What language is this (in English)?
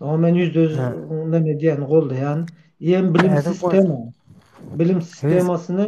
Turkmen